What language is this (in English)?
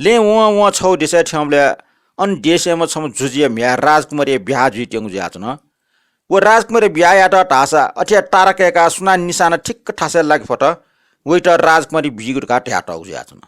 Newari